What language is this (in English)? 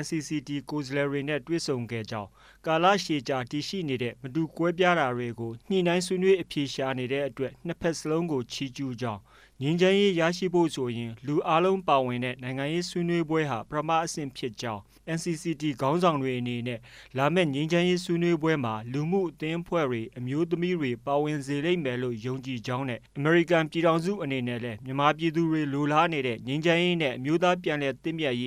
Burmese